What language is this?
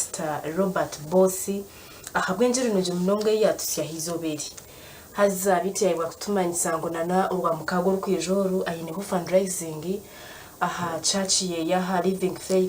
Nyankole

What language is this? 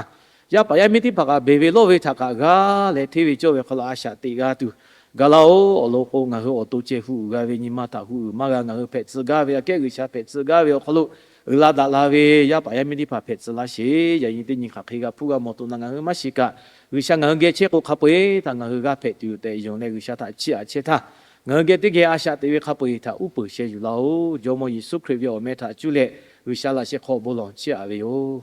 Lahu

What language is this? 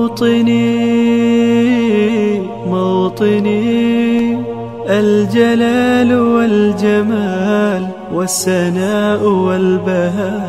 Arabic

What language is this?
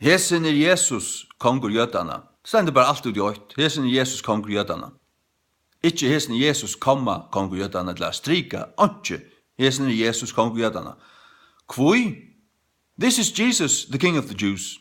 Faroese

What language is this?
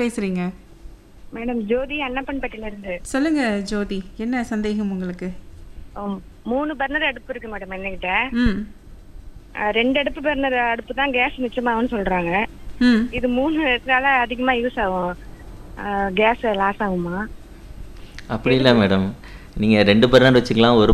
Tamil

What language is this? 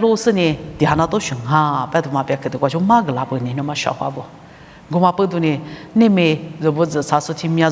Lisu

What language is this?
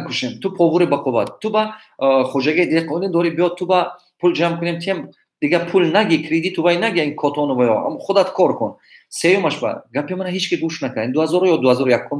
Tajik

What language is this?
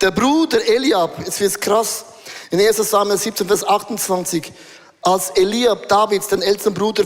Swiss German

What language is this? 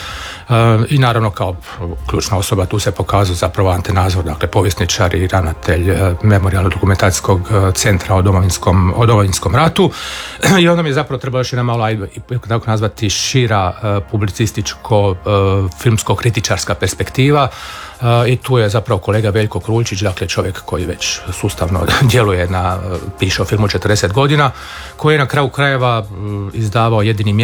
Croatian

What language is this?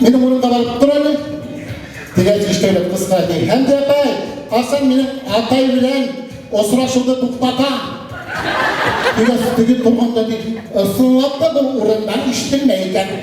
Bashkir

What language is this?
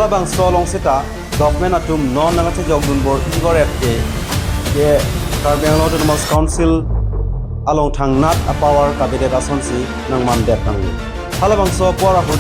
Karbi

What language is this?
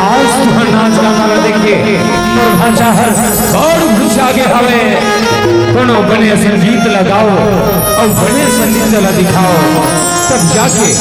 Chhattisgarhi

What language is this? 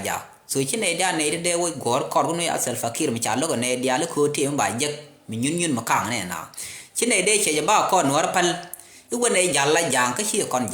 Nuer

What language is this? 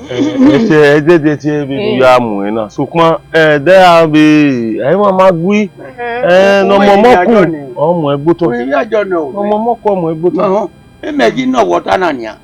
Bini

